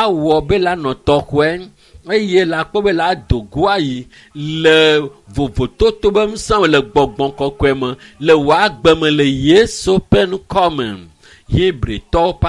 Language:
Ewe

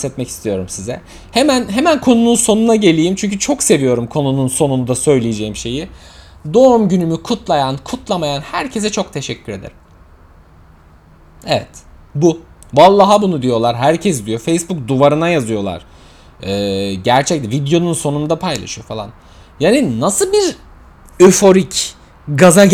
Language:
Turkish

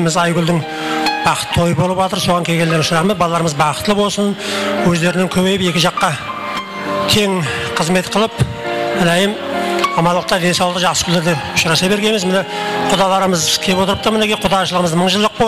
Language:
Kara-Kalpak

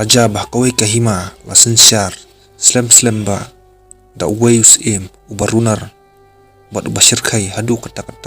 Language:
Khasi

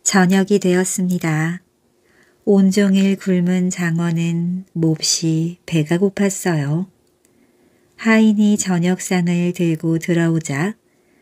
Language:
Korean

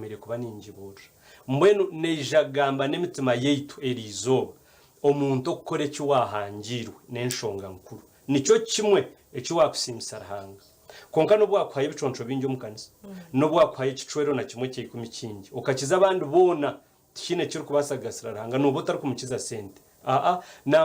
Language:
Nyankole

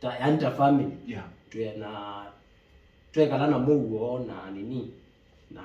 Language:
Kamba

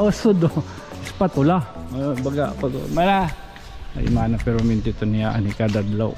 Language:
Waray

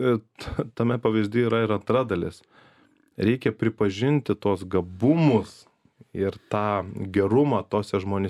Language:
Lithuanian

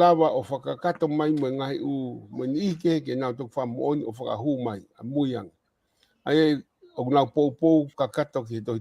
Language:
Tongan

